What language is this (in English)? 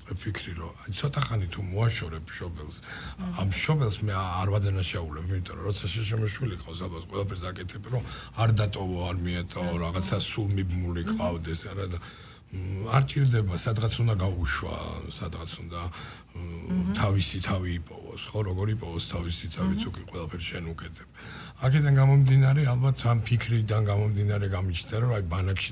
Georgian